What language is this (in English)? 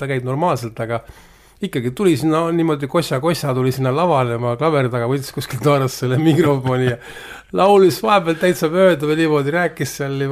Estonian